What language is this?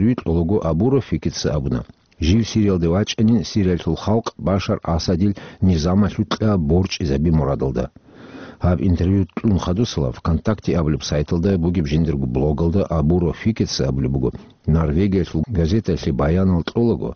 Avaric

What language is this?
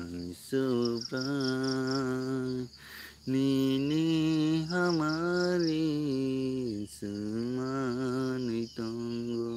Kok Borok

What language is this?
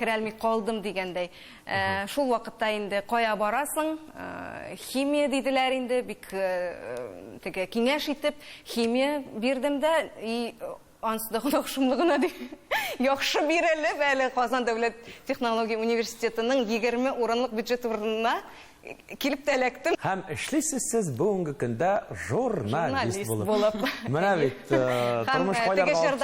Tatar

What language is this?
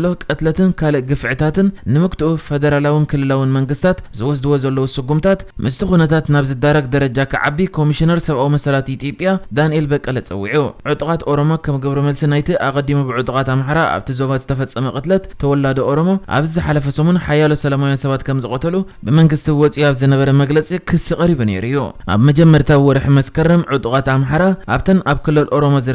Tigrinya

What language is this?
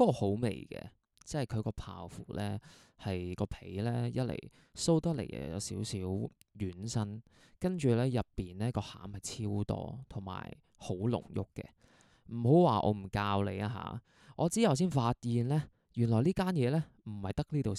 Cantonese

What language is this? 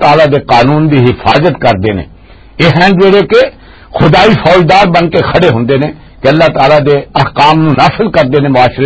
Western Panjabi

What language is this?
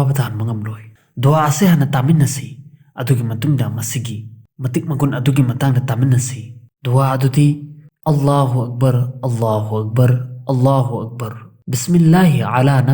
Manipuri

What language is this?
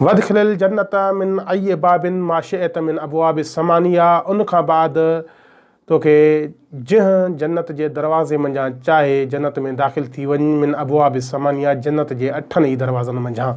Sindhi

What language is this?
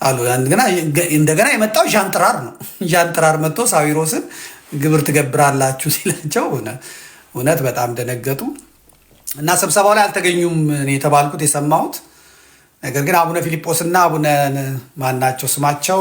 Amharic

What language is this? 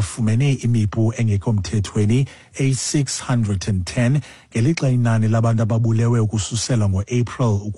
Xhosa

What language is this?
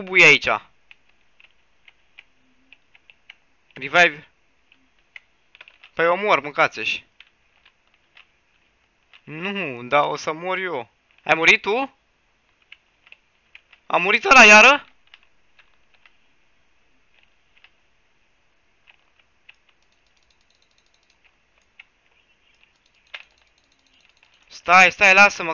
Romanian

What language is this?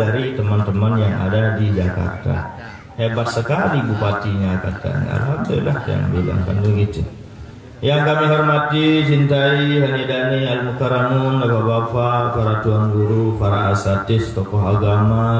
Sasak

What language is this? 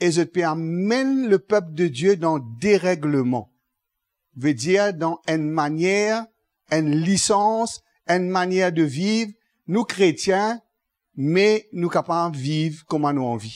Morisyen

